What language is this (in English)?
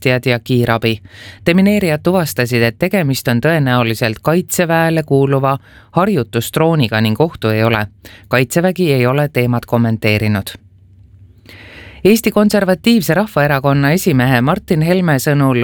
Estonian